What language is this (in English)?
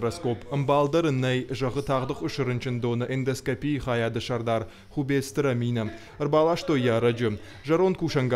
Ossetic